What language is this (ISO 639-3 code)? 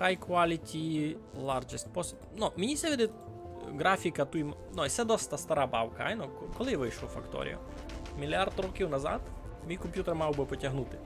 rue